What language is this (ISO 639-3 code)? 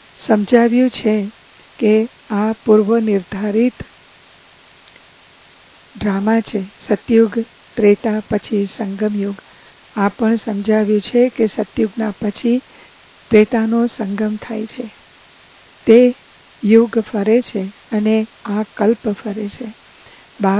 guj